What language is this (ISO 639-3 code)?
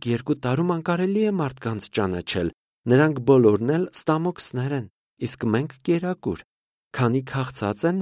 hye